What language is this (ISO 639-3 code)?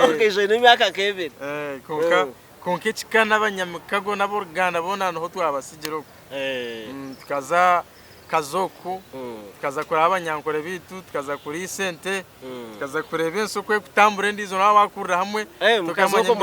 nyn